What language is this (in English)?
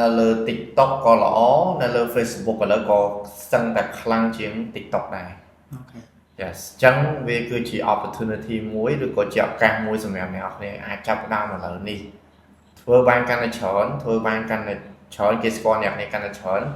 Khmer